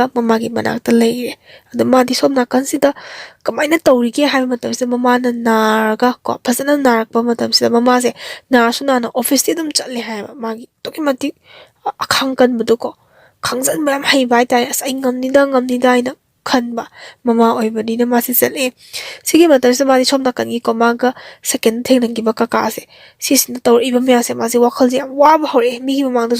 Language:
Manipuri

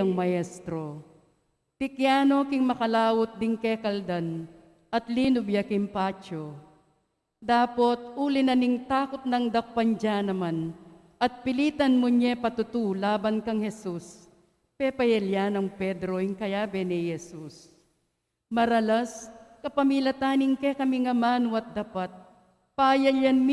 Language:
Pampanga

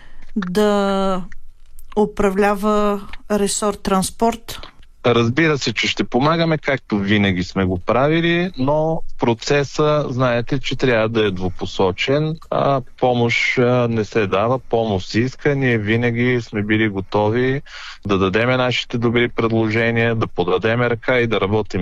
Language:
Bulgarian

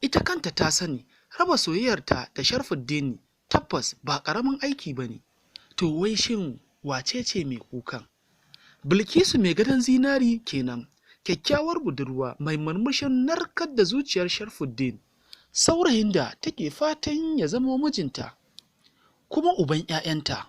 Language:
Hausa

